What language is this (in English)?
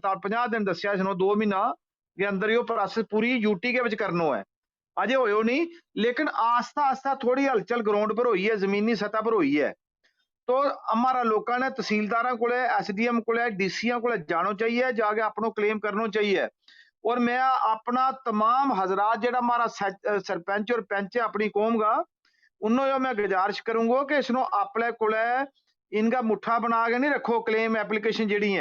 Gujari